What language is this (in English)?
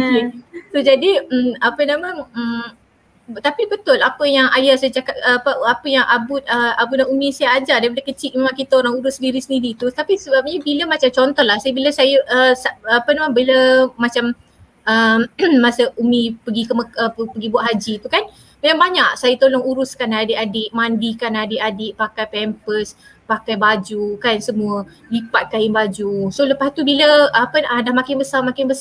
Malay